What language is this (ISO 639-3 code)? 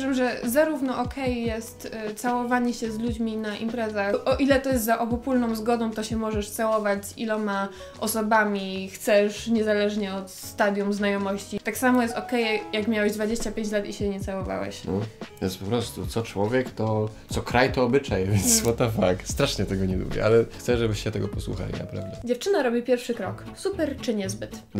pol